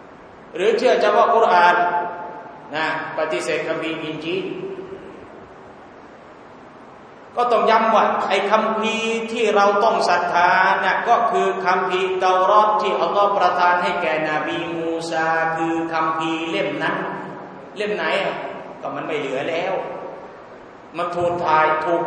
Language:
Thai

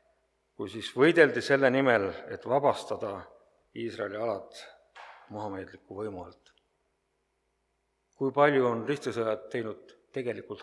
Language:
Estonian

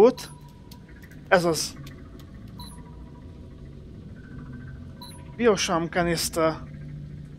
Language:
Hungarian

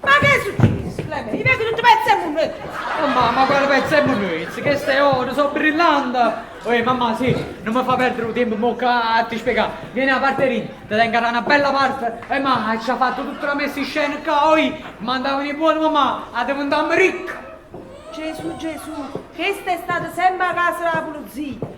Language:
Neapolitan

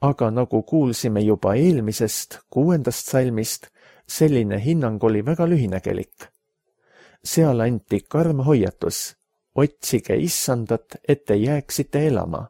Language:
Estonian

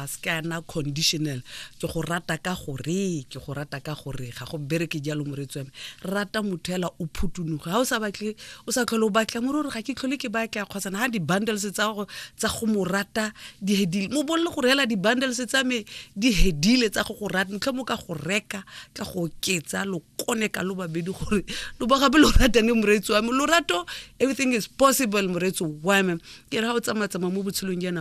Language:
Tswana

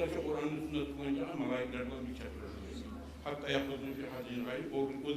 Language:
Kumyk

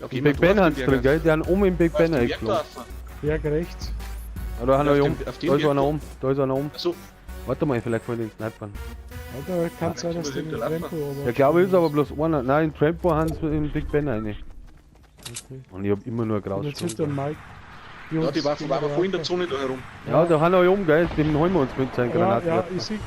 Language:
Bavarian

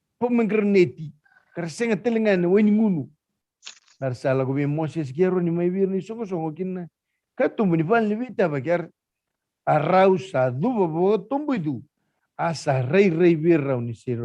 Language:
Fijian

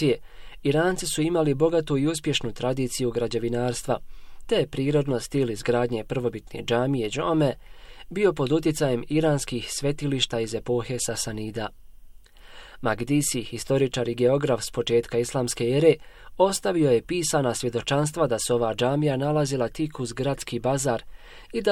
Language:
Bosnian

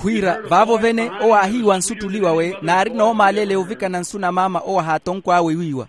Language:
Makhuwa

